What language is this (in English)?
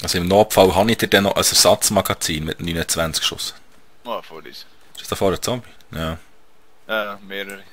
Swiss German